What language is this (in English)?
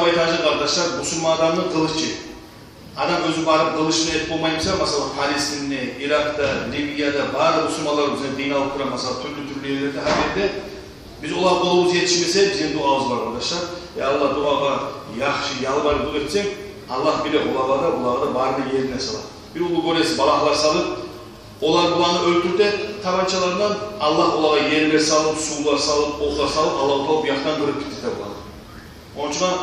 Kumyk